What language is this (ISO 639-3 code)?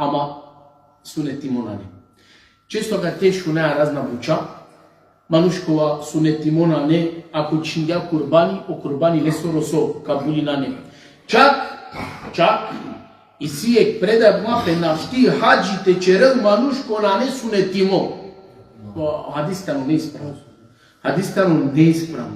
rmn